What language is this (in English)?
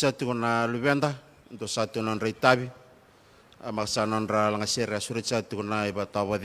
Fijian